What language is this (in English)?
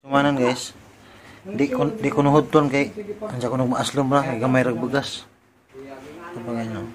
Cebuano